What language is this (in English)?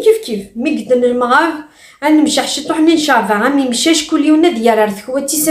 Kabyle